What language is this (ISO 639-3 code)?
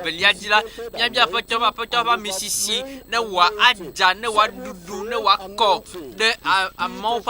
ewe